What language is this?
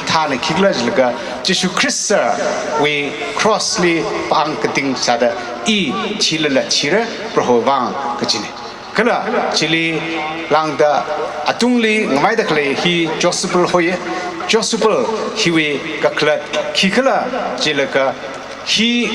Tangkhul Naga (India)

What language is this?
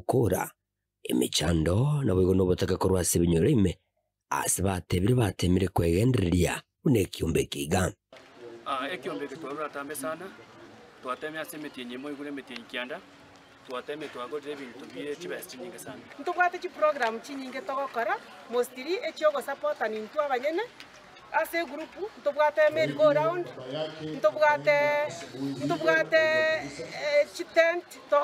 Gusii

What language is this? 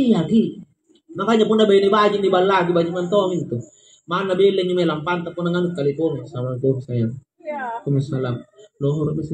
Makasar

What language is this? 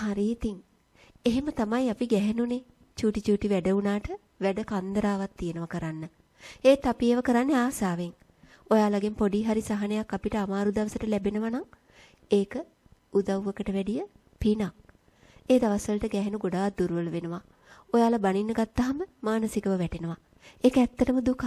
Sinhala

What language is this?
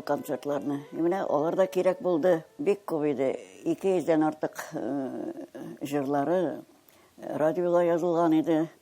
Tatar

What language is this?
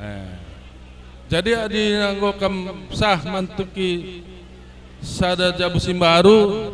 Batak Karo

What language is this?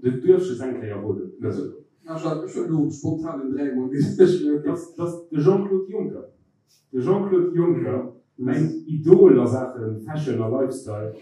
Luxembourgish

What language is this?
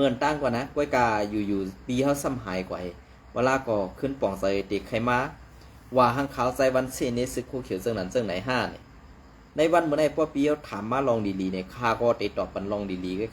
Shan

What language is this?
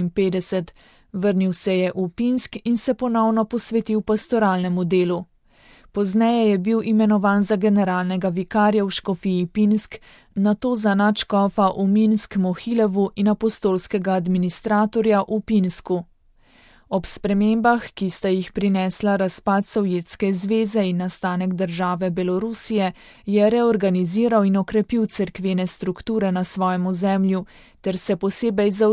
Slovenian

